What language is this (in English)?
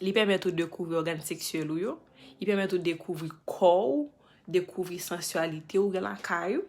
Haitian Creole